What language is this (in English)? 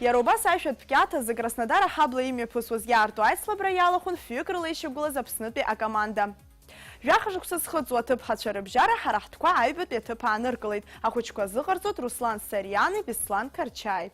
Abkhazian